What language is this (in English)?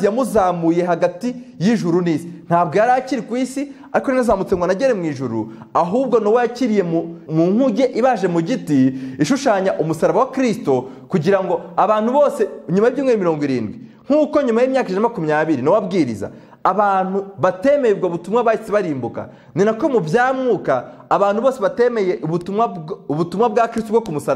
Kinyarwanda